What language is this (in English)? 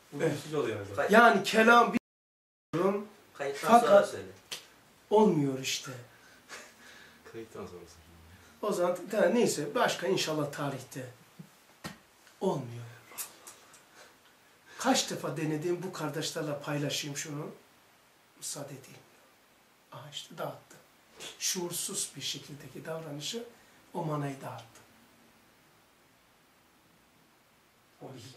Turkish